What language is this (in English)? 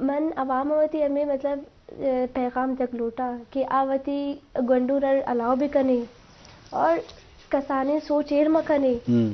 Eastern Balochi